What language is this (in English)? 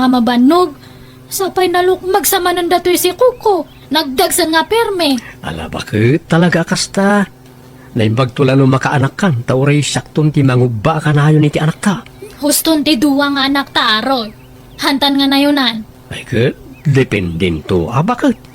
Iloko